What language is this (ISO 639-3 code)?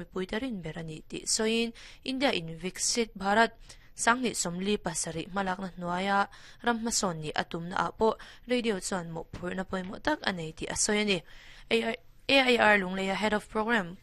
lus